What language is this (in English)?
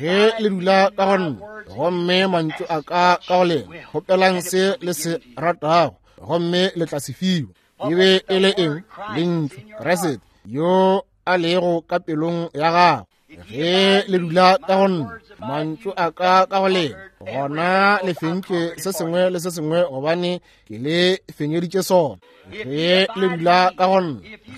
Northern Sotho